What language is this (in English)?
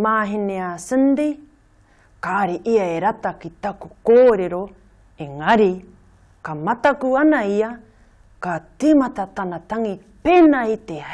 Māori